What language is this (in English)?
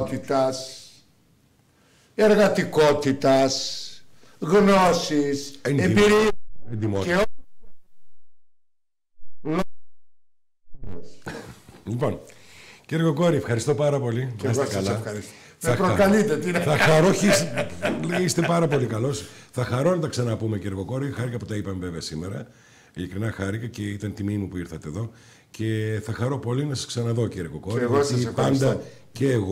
Greek